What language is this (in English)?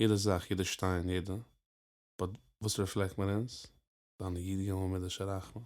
Yiddish